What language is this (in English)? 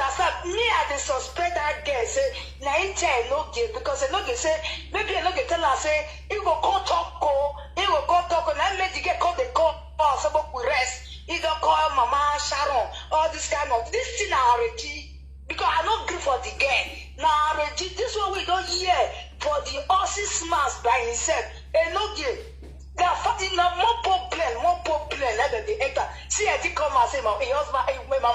Nigerian Pidgin